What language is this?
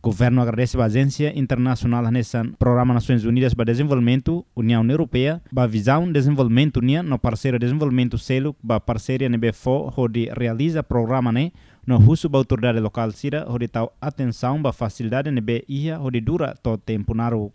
Tetum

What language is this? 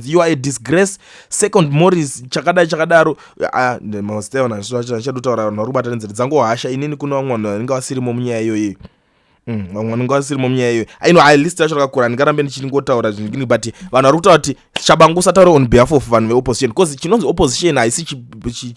Shona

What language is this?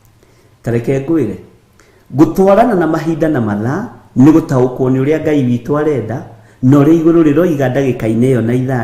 Kikuyu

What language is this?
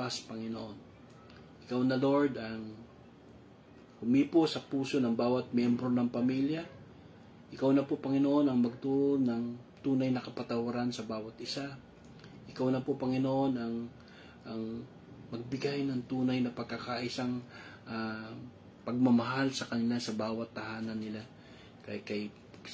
Filipino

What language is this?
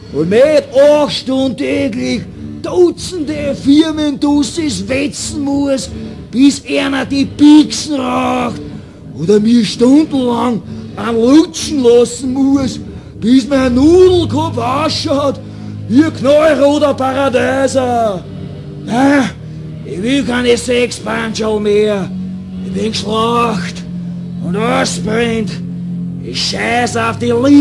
Bavarian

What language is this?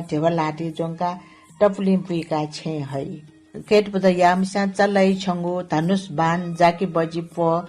Newari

